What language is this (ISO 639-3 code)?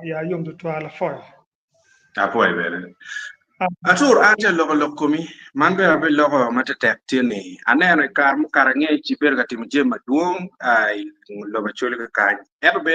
ach